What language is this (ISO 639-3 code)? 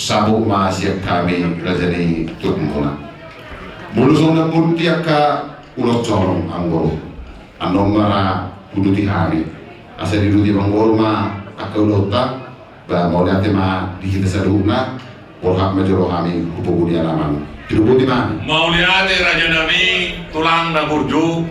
bbc